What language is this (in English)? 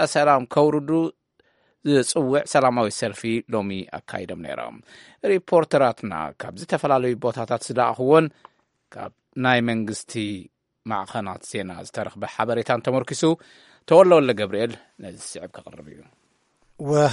Tigrinya